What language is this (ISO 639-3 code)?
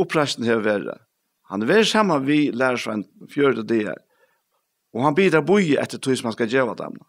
fao